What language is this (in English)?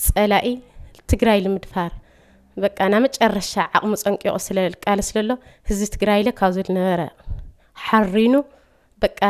Tigrinya